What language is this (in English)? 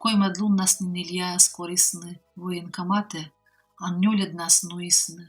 Komi